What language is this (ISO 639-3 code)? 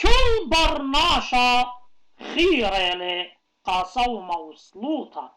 aii